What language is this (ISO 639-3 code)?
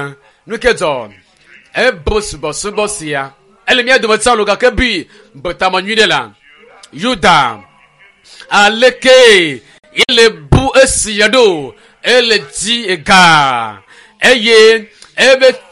ewe